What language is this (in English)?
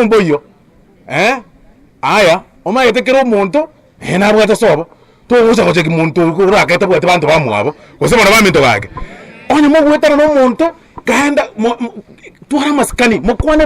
Gusii